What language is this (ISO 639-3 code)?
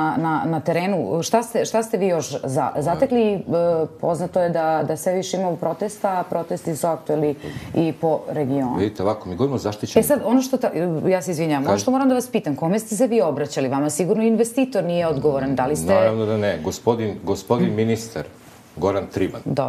srp